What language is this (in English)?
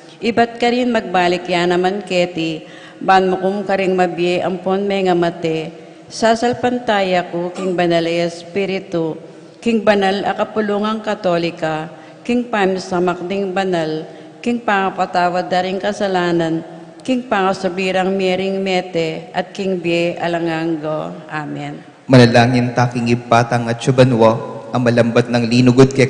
Pampanga